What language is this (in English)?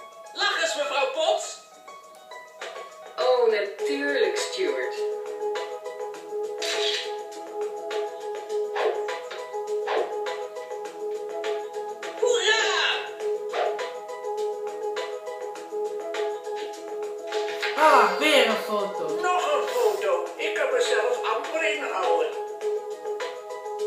Dutch